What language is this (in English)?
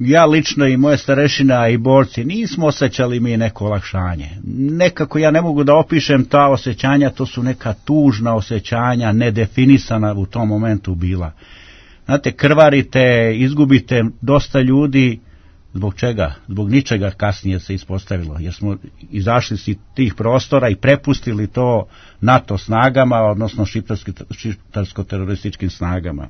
Serbian